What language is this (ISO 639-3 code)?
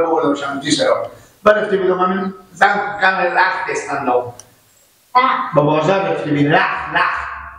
fas